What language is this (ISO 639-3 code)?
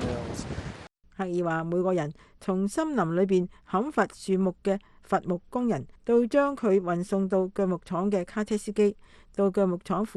yue